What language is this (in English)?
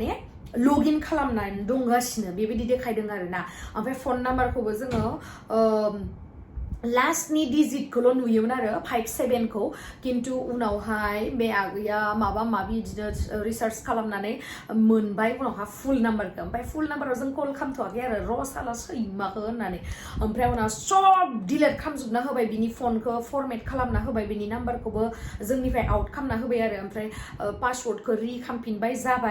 Bodo